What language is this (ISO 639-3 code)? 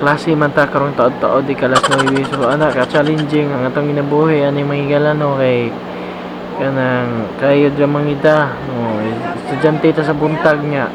ceb